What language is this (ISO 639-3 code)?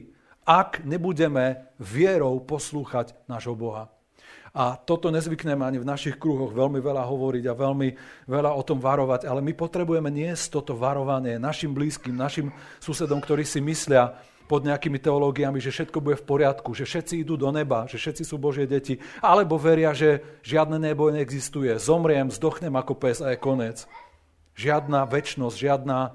slk